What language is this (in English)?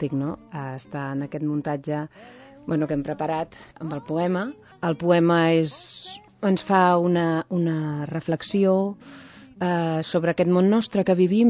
Catalan